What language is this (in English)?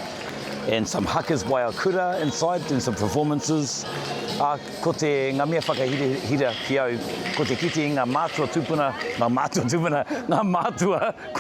Māori